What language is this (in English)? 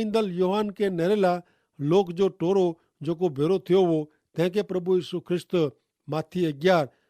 Kachhi